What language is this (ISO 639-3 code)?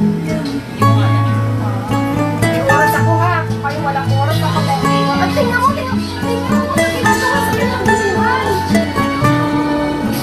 fil